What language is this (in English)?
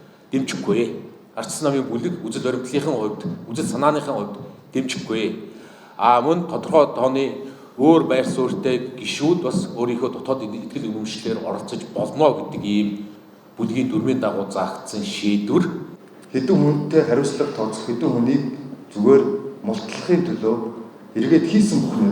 Mongolian